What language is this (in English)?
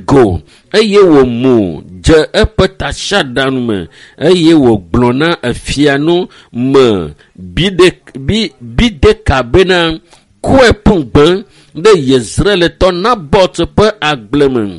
Ewe